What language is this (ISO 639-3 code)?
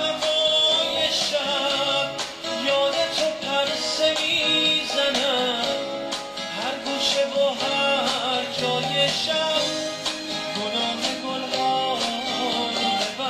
fas